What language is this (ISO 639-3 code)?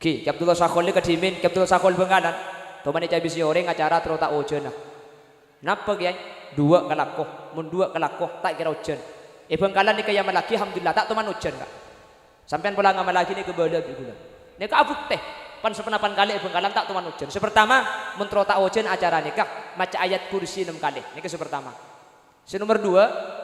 mad